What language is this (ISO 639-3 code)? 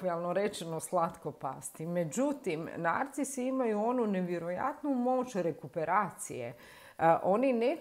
hrv